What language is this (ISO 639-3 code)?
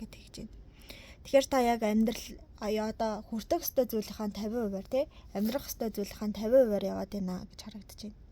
mon